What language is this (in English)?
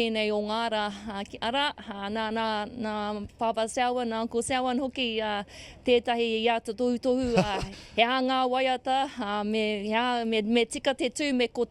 Māori